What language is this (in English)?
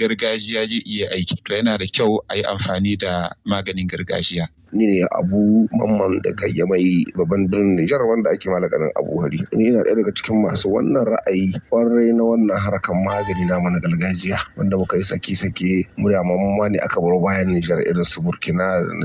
Hausa